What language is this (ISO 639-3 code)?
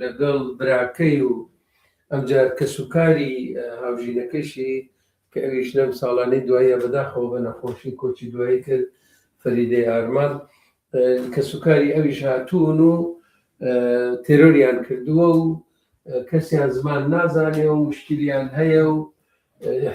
ckb